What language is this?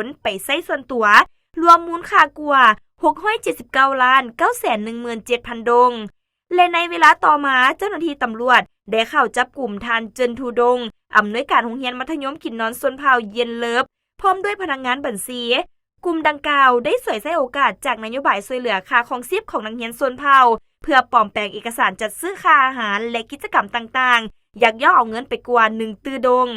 Lao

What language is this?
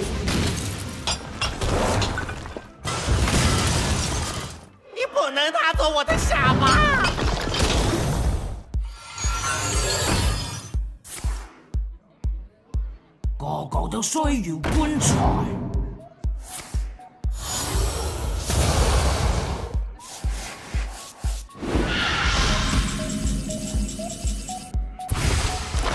Chinese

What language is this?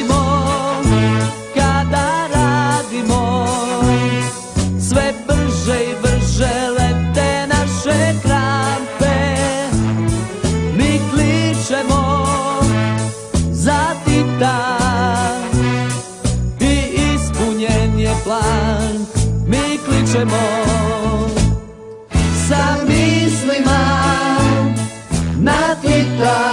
Serbian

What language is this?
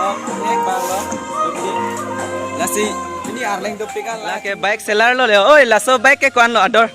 Karbi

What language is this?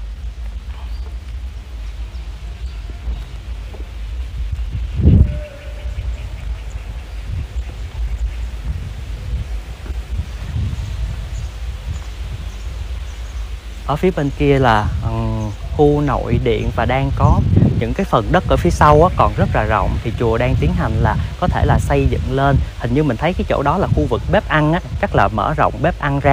Vietnamese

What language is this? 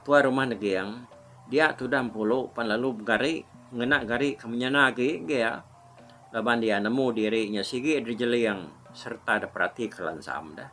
Iban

